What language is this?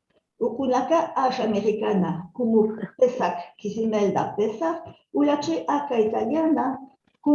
Ladino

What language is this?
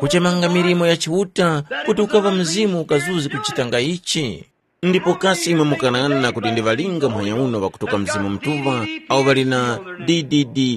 Tumbuka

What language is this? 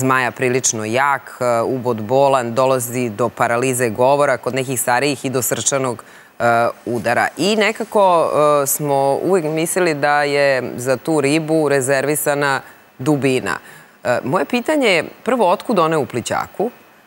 Serbian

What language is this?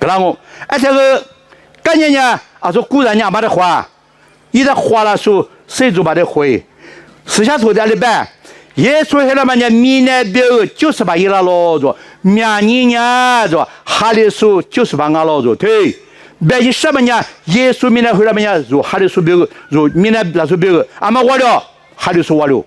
Lisu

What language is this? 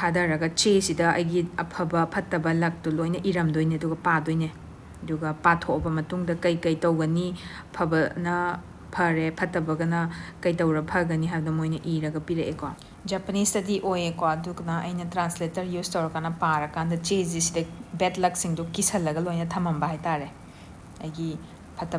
Manipuri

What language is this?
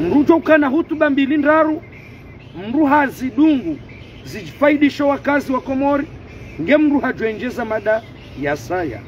Ngazidja Comorian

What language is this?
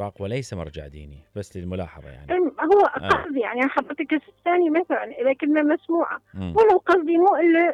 Mesopotamian Arabic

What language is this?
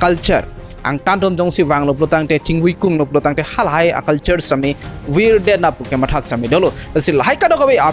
Karbi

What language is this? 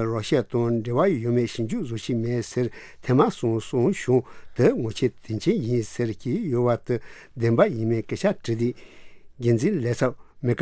Tibetan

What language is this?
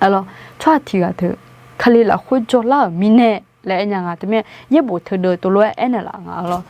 Akha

